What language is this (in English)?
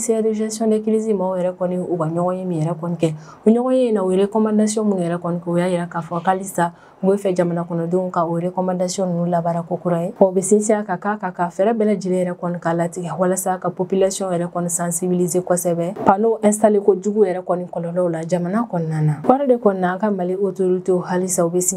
Bambara